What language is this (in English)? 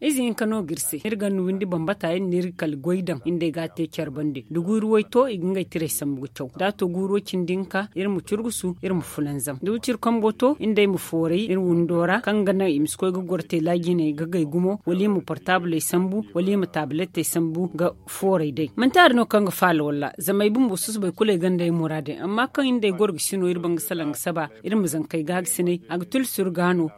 Zarma